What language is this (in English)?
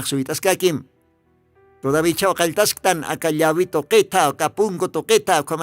Aymara